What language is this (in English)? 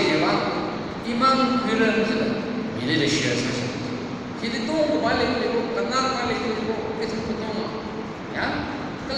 Tangkhul Naga (India)